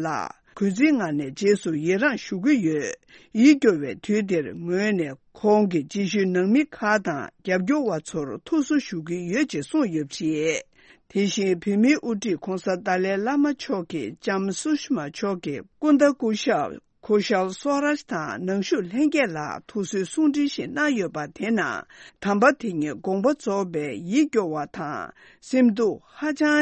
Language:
Tibetan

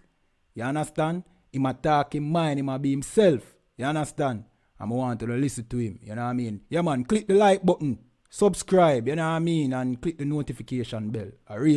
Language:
Jamaican Creole English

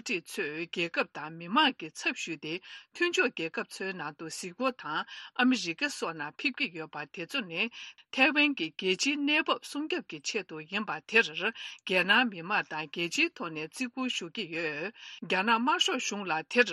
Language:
Tibetan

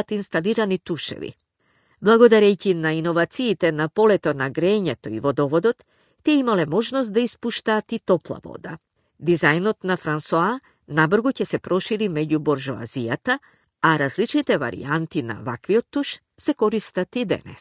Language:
Macedonian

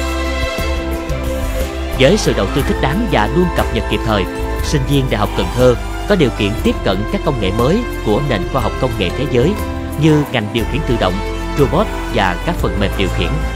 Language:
Vietnamese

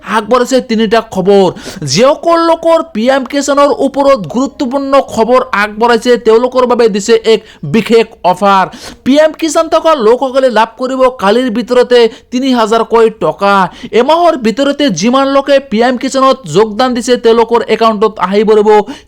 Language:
Assamese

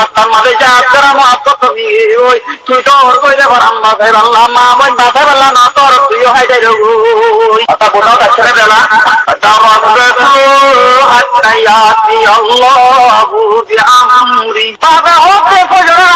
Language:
Rohingya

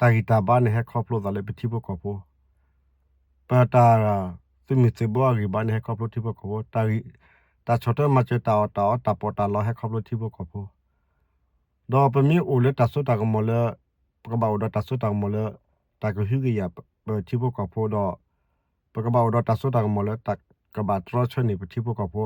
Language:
S'gaw Karen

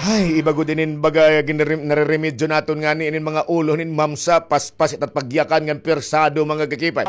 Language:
Waray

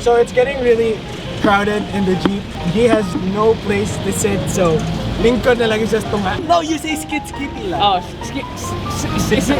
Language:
Cebuano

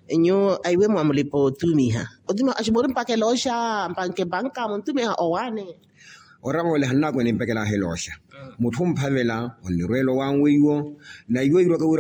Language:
Makhuwa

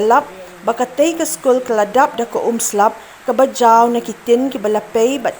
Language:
Khasi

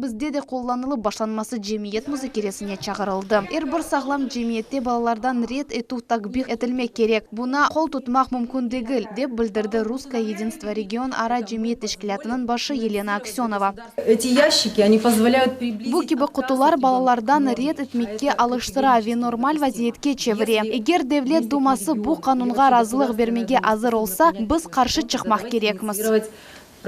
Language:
Crimean Tatar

